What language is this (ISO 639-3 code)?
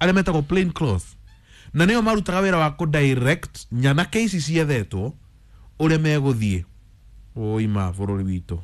kik